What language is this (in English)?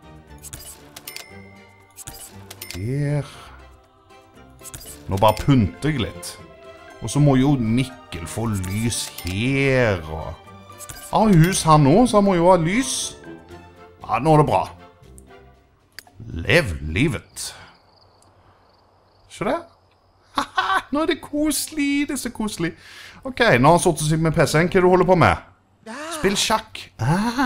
Norwegian